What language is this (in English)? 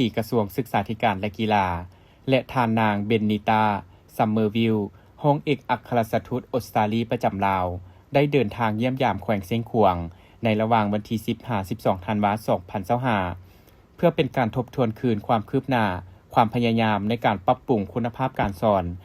Lao